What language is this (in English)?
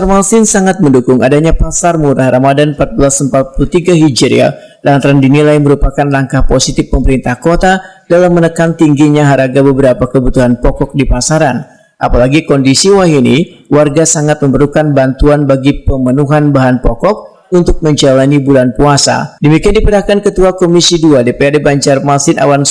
Banjar